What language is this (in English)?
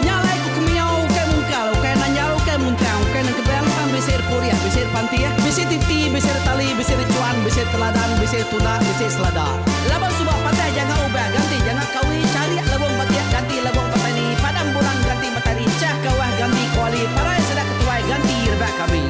Iban